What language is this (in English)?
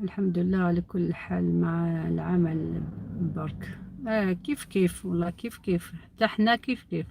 Algerian Arabic